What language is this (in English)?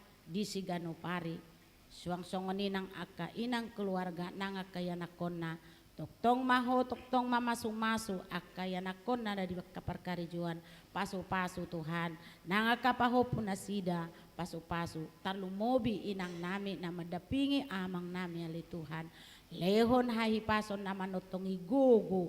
Batak Toba